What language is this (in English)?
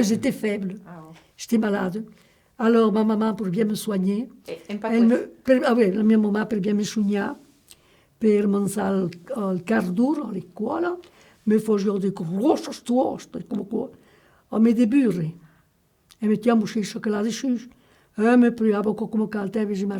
Occitan